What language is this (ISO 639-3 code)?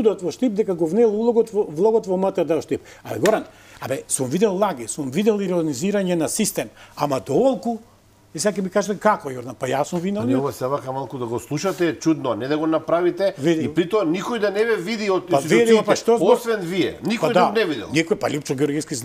mkd